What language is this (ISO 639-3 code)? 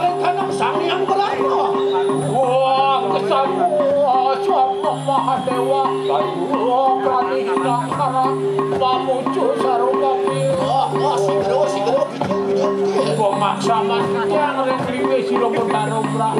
ban